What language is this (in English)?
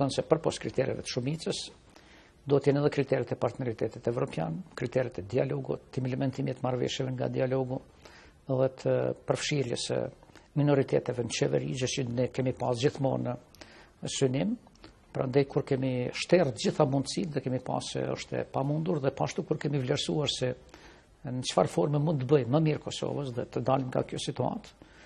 Albanian